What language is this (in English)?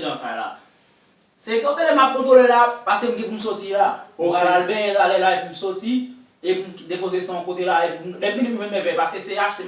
Haitian Creole